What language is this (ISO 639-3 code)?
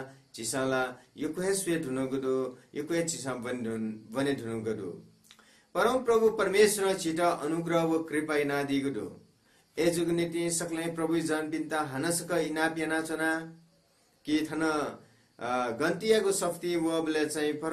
new